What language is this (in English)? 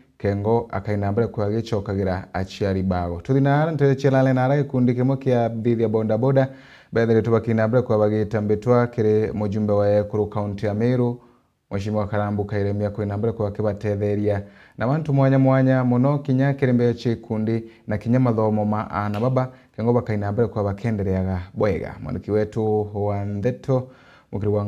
Meru